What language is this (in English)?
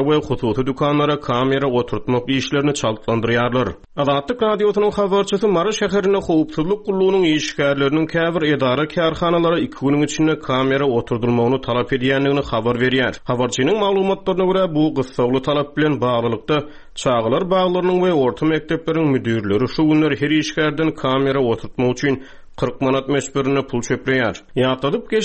Turkmen